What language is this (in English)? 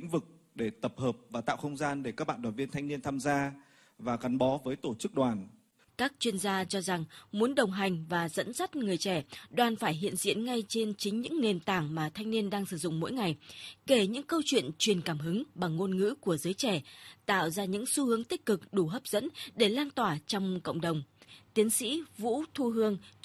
Vietnamese